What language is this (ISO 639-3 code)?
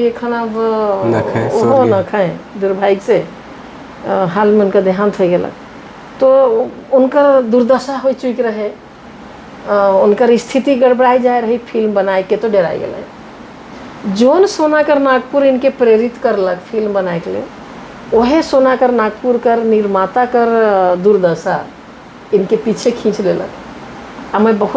sck